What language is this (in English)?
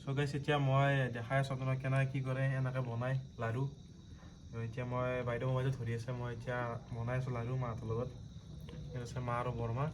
Assamese